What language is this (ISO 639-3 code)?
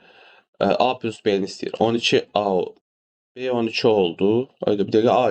aze